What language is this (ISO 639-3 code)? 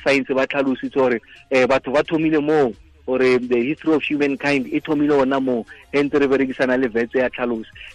tsn